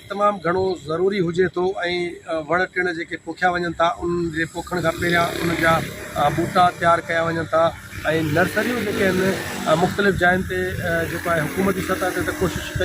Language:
Sindhi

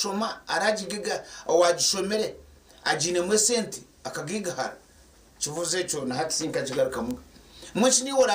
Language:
Nyankole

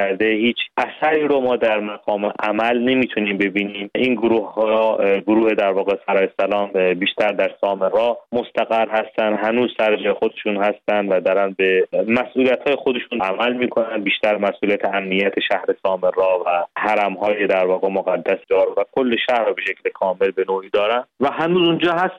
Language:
Persian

